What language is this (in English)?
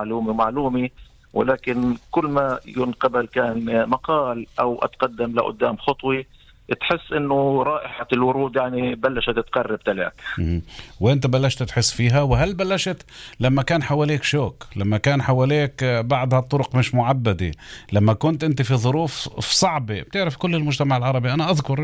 North Levantine Arabic